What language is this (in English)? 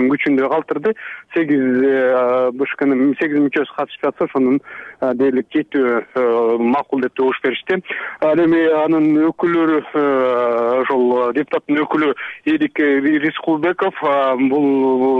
Kyrgyz